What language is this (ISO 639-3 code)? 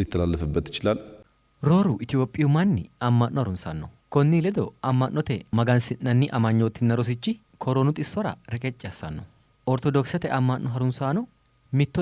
sid